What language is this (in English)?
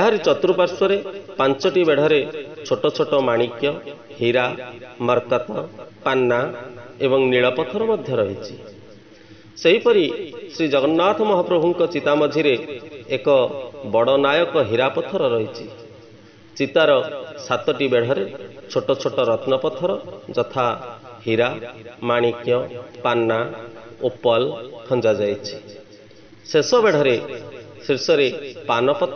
Odia